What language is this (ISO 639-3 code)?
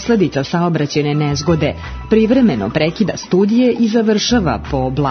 srp